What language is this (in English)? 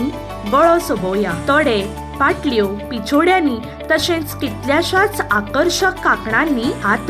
Konkani